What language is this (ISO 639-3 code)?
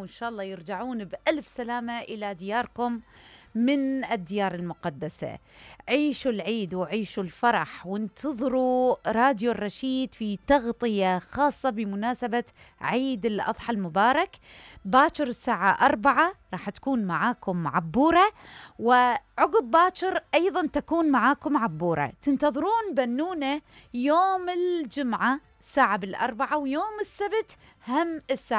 acm